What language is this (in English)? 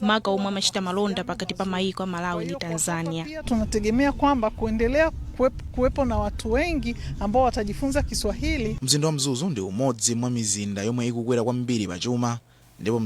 Nyanja